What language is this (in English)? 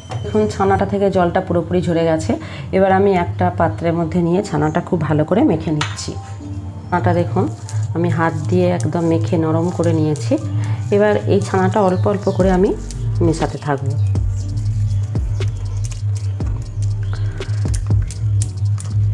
Bangla